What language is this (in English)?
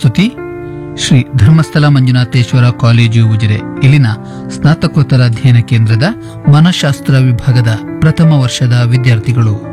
Kannada